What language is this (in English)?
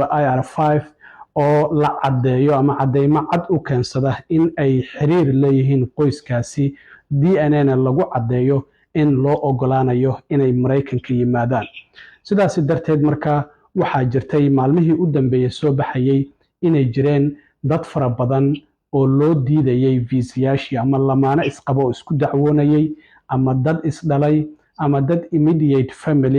Somali